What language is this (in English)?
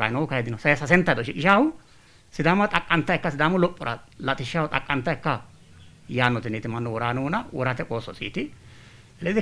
Sidamo